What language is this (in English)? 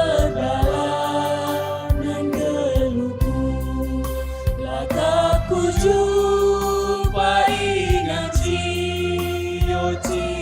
Batak Karo